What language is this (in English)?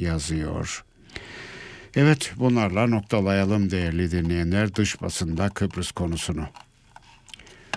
Turkish